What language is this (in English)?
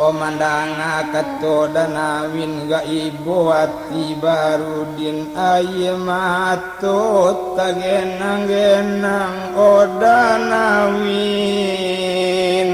Minangkabau